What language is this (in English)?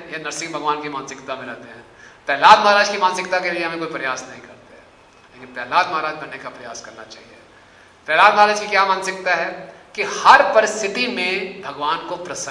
Hindi